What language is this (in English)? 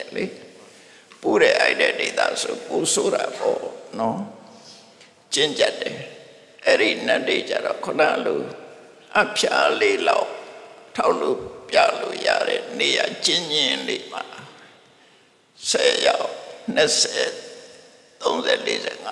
Burmese